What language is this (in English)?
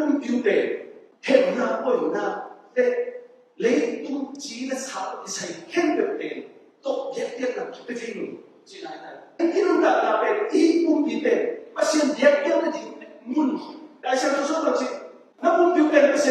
Tedim Chin